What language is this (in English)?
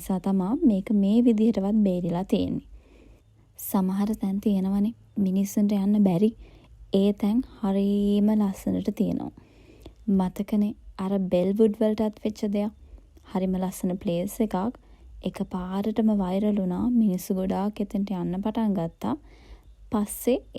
Sinhala